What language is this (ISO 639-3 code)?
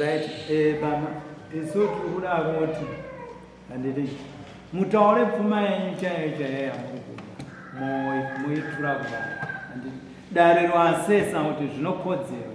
sna